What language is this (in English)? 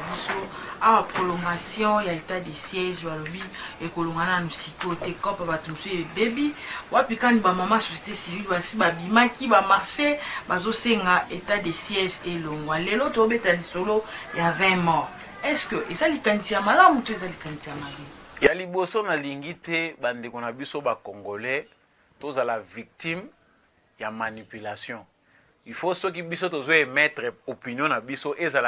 Lingala